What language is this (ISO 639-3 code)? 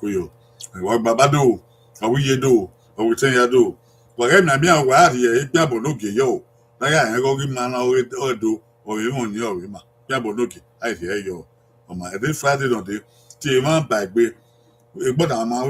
bin